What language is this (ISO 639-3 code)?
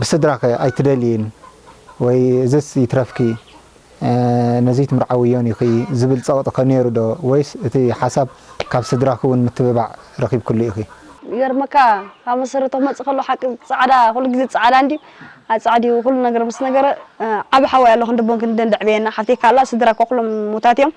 tir